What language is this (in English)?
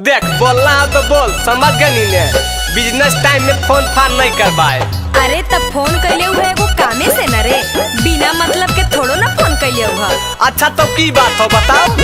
Magahi